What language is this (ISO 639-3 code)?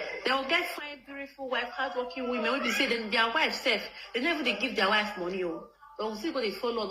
pcm